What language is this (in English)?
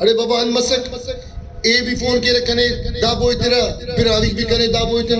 Brahui